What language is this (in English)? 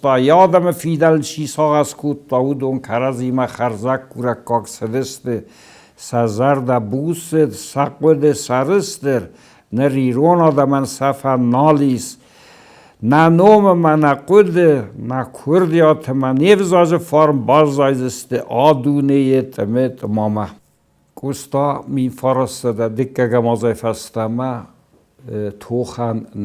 Ossetic